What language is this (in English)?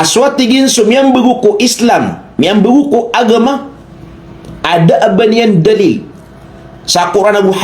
Maranao